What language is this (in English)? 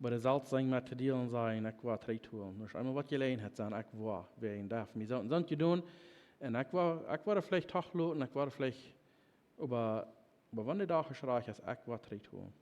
Plautdietsch